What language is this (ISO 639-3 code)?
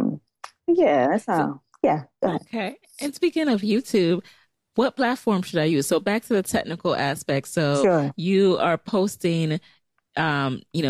eng